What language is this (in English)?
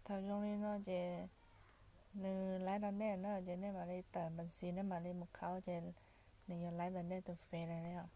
Hmong